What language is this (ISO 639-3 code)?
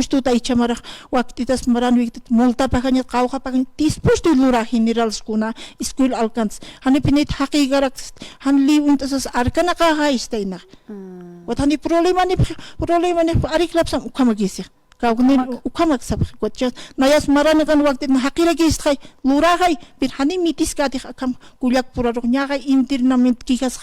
aym